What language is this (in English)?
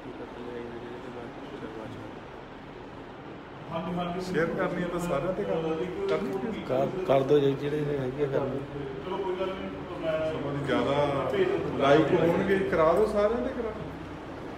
Punjabi